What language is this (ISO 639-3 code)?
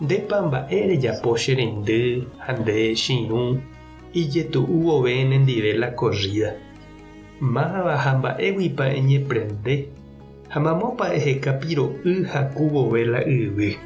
grn